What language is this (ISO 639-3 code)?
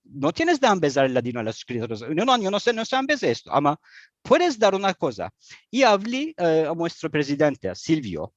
lad